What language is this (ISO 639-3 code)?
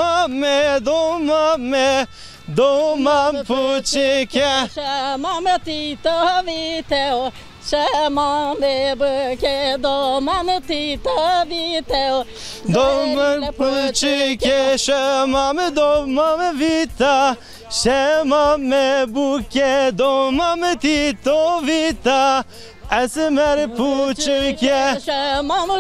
zza